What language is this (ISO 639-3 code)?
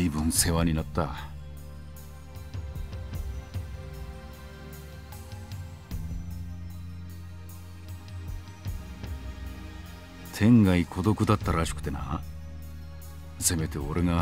jpn